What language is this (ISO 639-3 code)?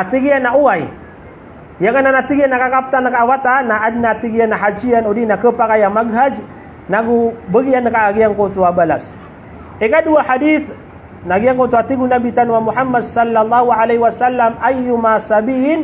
mrw